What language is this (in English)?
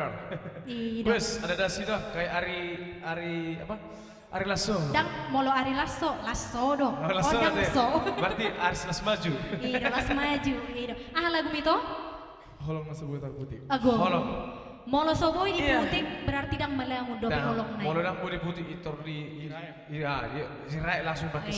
Batak Toba